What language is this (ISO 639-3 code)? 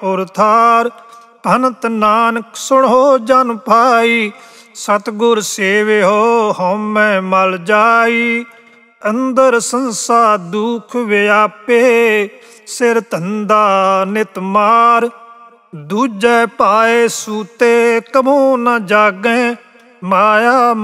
pan